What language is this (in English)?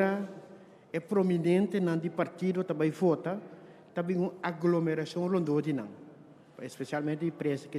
Papiamento